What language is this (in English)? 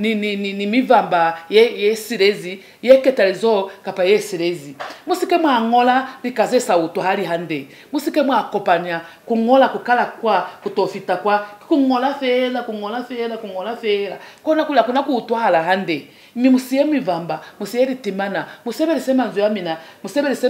Lozi